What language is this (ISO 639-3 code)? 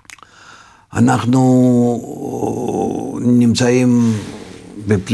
heb